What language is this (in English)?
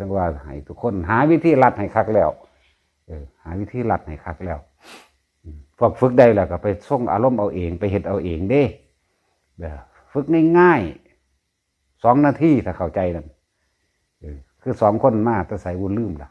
Northeastern Thai